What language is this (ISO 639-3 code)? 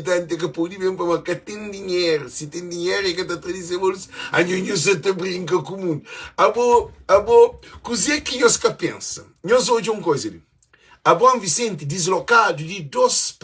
kea